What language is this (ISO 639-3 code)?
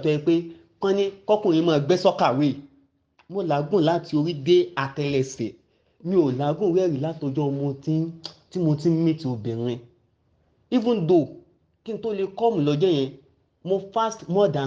yor